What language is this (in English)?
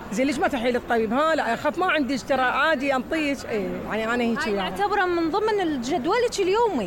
Mesopotamian Arabic